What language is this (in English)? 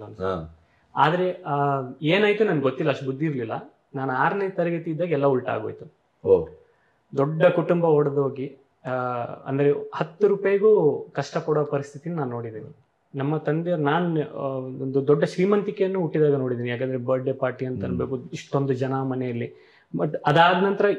Kannada